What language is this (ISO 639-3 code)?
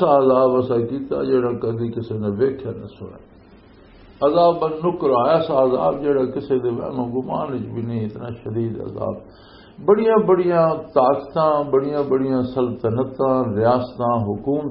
lah